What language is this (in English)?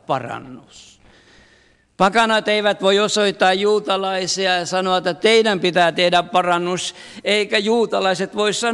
Finnish